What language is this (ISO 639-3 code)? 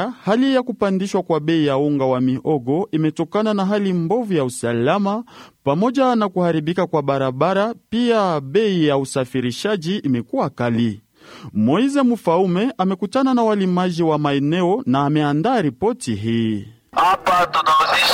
swa